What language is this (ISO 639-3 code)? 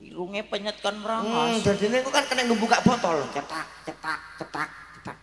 jav